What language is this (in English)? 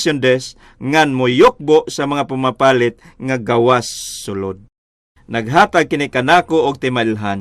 Cebuano